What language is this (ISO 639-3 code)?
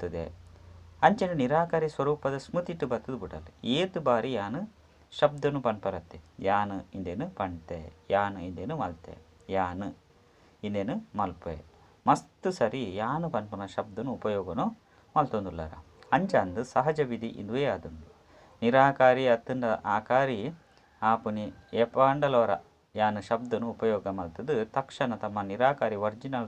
tcy